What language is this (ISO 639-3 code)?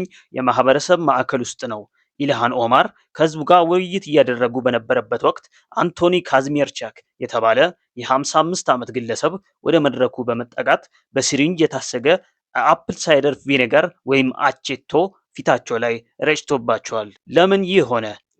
amh